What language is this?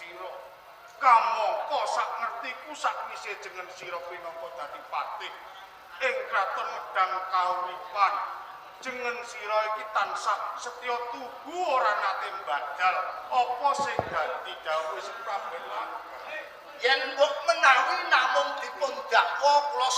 Javanese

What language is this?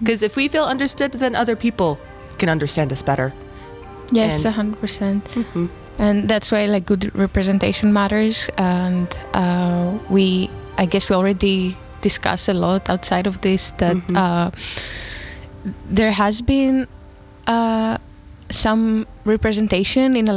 English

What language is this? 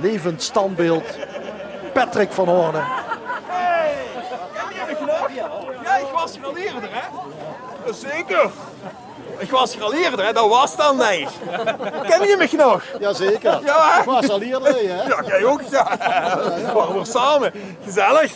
Limburgish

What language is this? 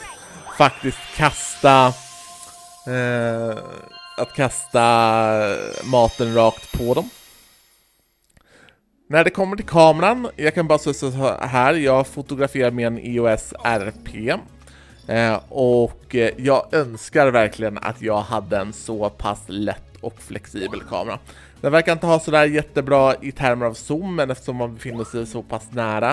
Swedish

